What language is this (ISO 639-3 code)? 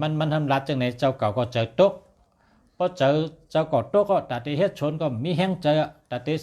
shn